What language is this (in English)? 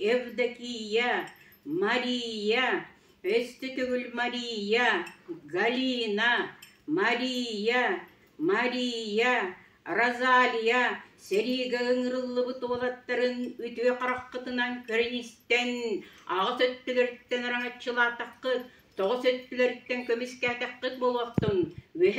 Yakut